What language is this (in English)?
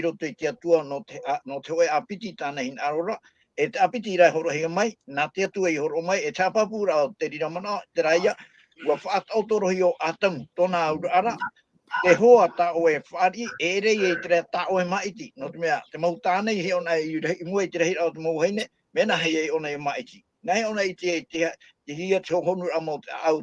Tahitian